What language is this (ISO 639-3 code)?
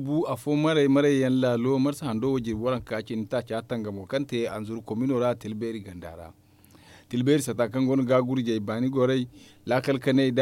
dje